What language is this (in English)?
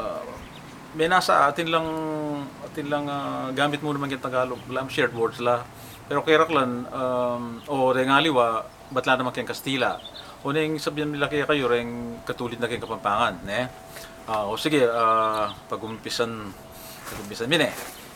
Pampanga